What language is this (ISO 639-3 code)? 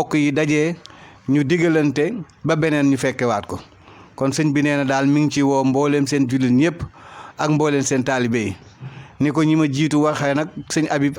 wol